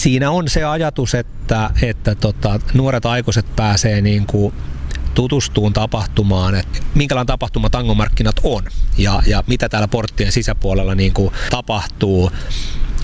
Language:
Finnish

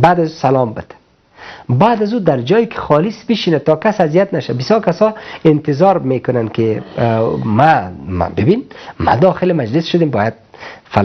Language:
Persian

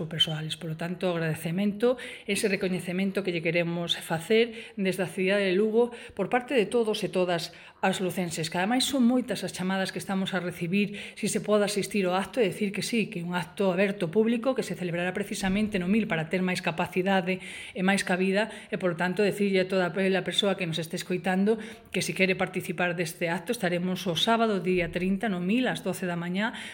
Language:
Galician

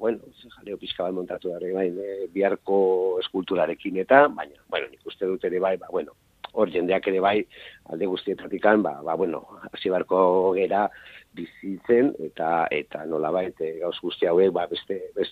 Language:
Basque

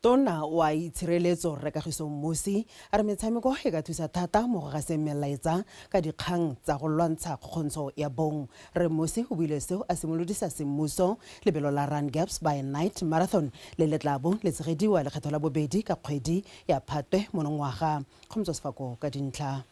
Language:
Tswana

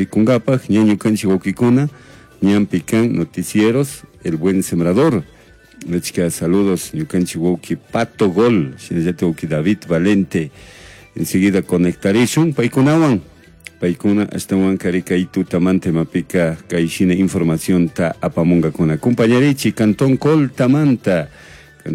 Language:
Chimborazo Highland Quichua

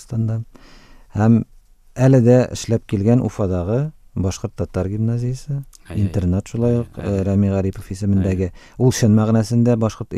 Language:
Tatar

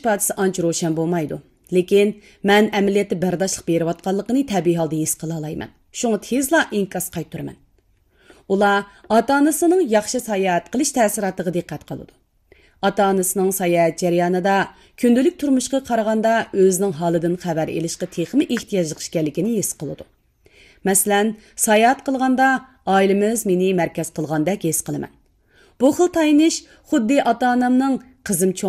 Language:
Uyghur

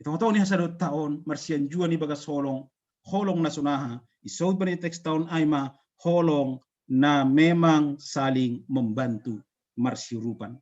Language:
Batak Simalungun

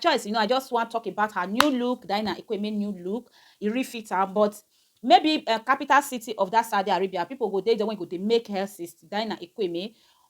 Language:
Nigerian Pidgin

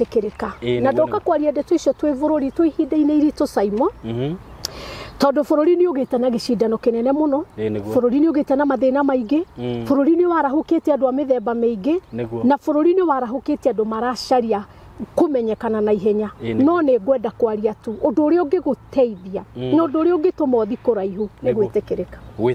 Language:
Kikuyu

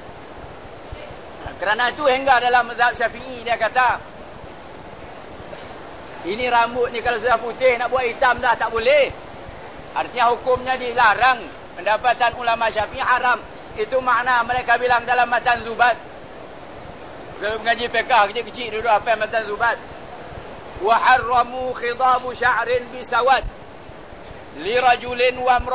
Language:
Malay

